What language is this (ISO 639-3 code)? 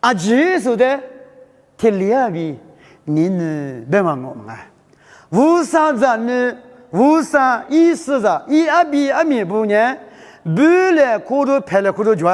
lis